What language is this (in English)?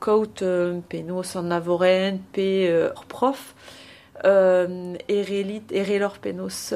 Breton